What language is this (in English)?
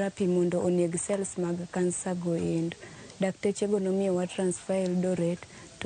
Luo (Kenya and Tanzania)